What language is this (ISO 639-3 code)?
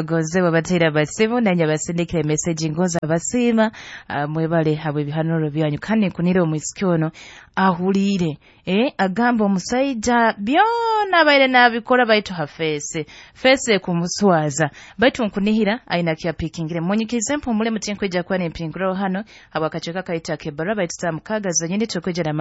nyo